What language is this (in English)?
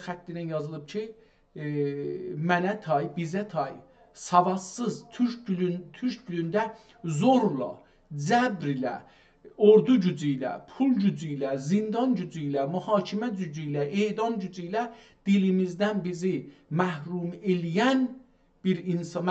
South Azerbaijani